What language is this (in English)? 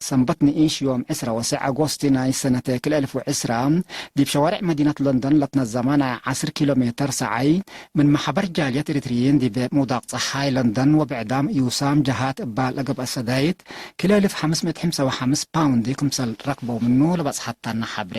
Tigre